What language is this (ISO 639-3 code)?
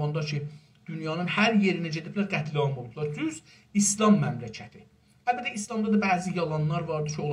azb